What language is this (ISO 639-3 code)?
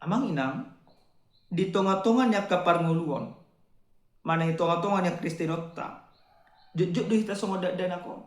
bbc